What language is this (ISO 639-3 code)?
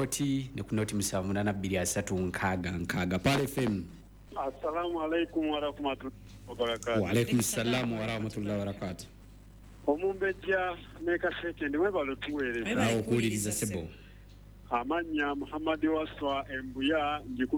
lug